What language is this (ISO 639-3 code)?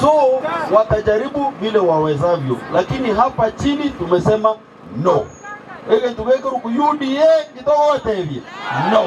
guz